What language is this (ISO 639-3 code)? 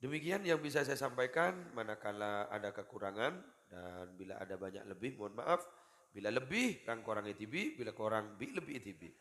mad